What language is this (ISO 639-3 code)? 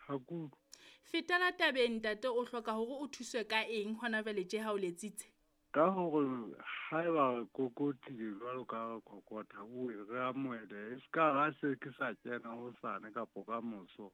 sot